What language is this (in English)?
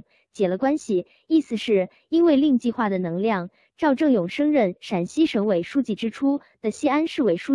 Chinese